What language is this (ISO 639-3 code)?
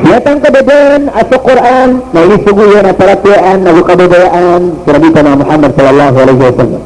mrw